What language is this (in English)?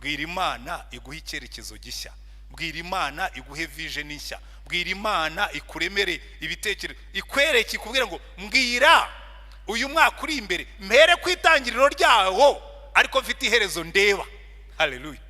Kinyarwanda